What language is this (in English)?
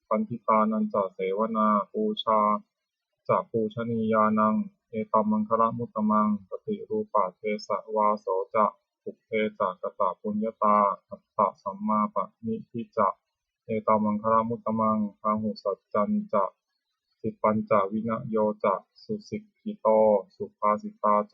Pali